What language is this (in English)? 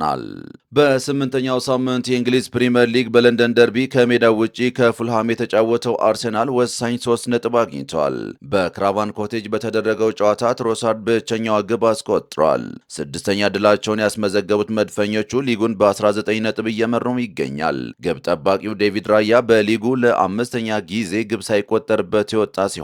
Amharic